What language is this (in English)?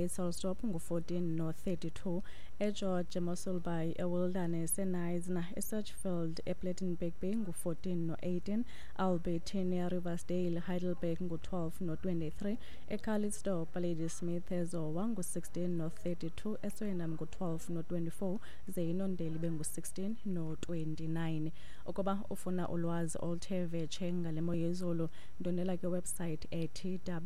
Xhosa